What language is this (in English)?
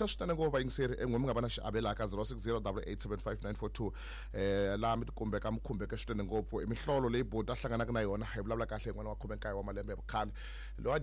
Tsonga